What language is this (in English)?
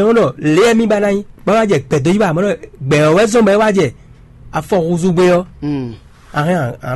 Fon